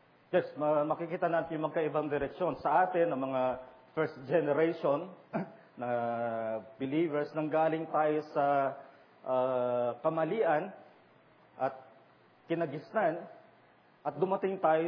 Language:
Filipino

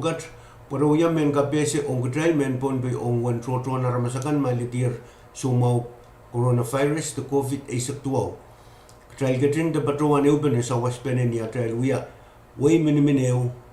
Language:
Pohnpeian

